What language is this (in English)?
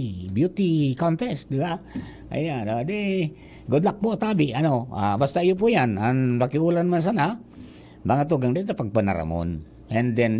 Bikol